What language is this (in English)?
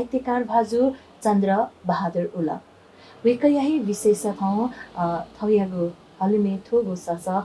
Newari